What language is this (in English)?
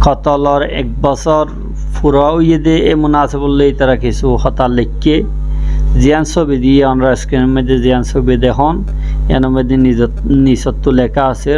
Rohingya